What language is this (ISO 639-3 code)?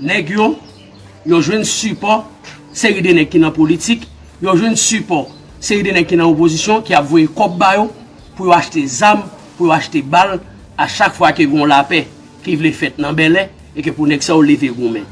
hat